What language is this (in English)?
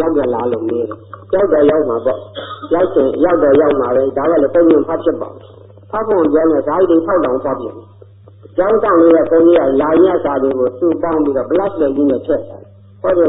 Burmese